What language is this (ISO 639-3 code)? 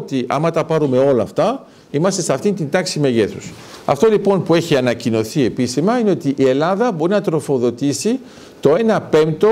ell